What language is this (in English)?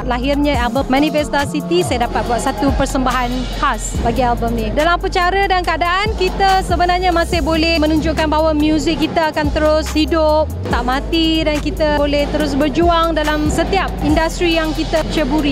Malay